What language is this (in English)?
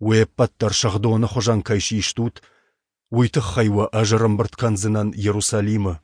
Ossetic